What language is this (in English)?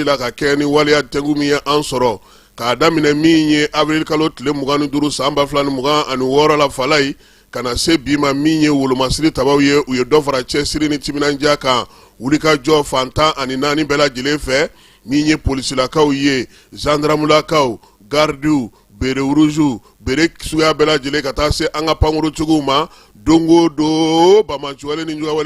Bambara